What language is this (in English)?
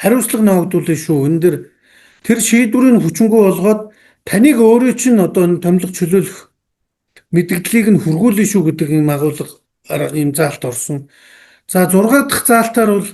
Mongolian